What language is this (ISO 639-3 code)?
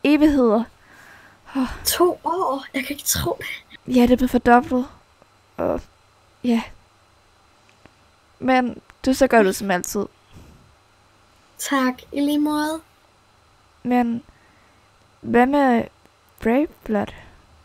dan